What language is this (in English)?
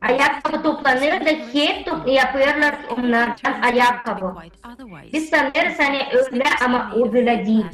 Gagauz